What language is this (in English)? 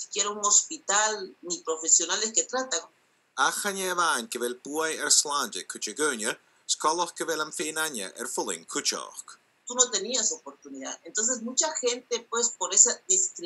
Scottish Gaelic